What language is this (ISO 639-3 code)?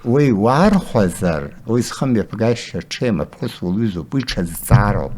abk